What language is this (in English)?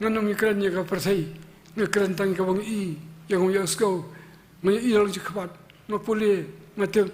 Khasi